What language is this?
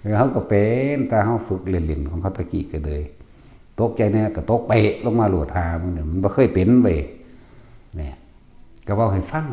Northeastern Thai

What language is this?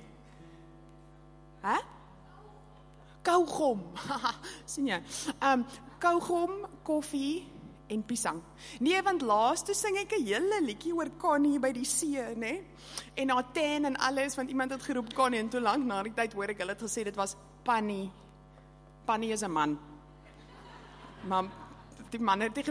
Afrikaans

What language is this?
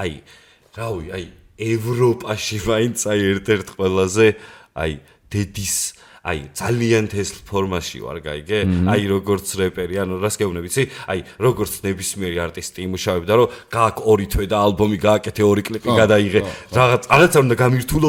Georgian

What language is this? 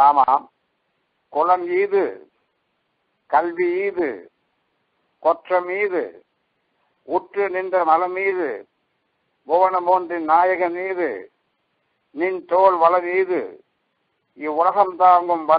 Tamil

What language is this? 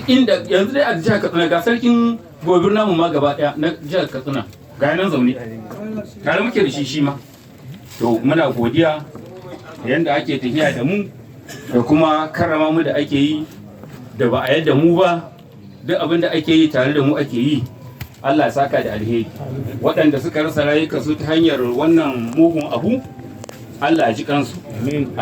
Hausa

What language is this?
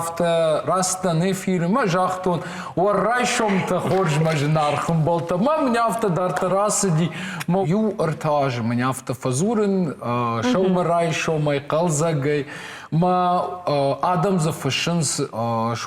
Ossetic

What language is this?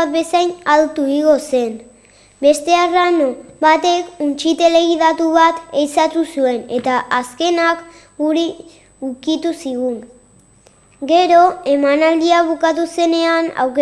Basque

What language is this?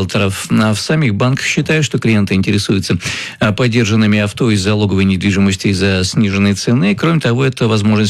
Russian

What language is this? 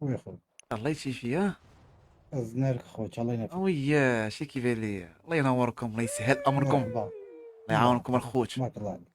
Moroccan Arabic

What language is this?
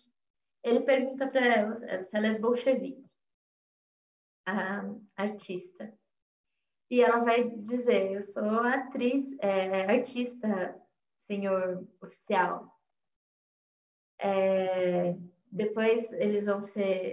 Portuguese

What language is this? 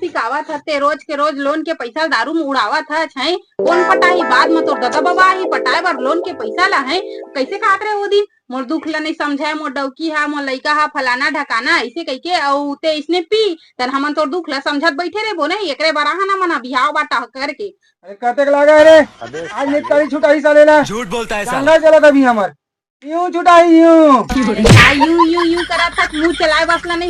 Chhattisgarhi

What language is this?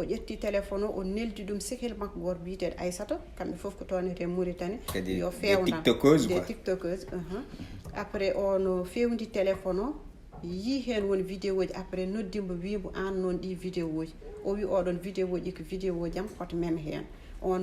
Fula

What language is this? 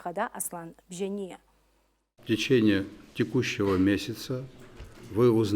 Abkhazian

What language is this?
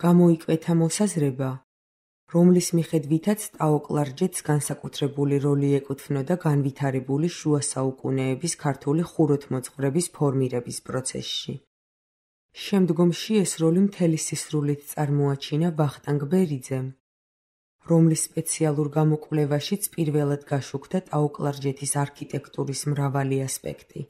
Georgian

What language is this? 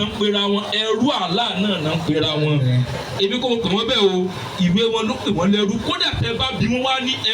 Yoruba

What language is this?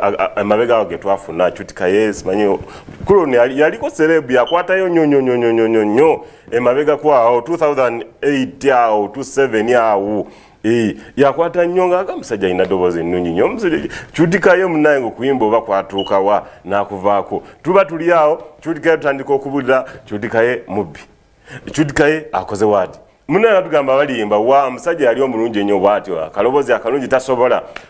Ganda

